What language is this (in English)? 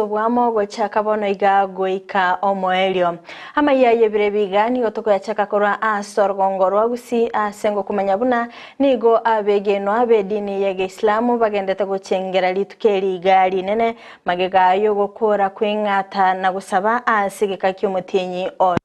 Gusii